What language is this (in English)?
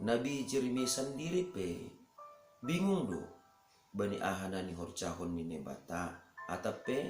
Batak Simalungun